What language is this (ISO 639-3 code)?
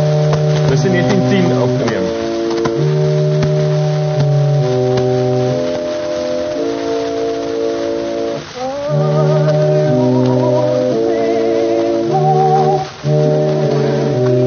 afr